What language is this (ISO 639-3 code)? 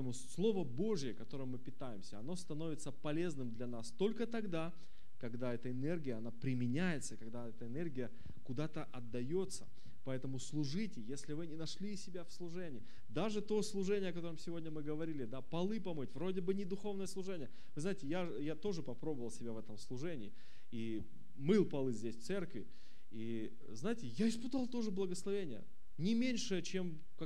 rus